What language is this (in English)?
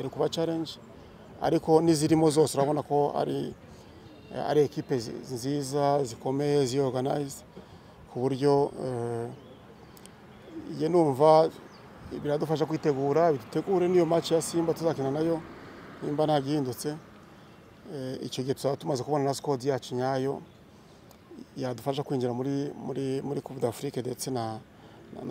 Kinyarwanda